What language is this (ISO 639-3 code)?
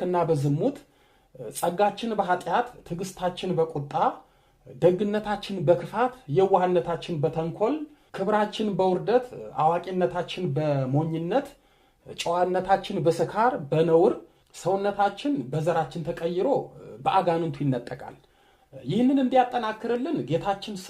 amh